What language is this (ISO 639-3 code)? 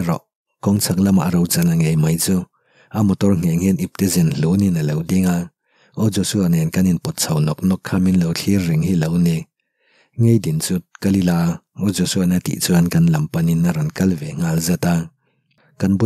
lus